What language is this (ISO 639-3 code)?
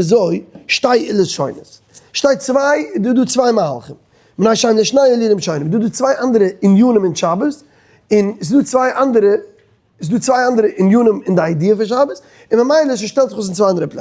yid